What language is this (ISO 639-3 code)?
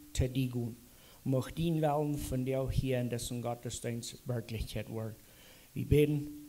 pdt